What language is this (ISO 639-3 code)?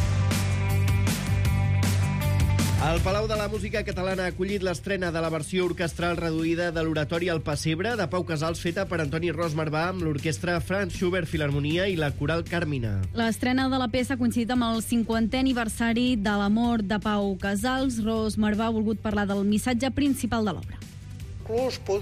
cat